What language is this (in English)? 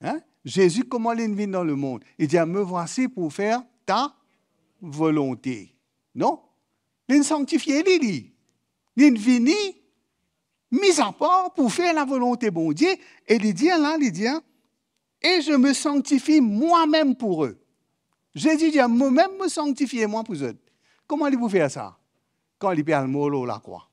Morisyen